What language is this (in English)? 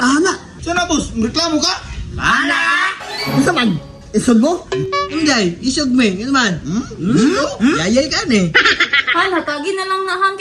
Cebuano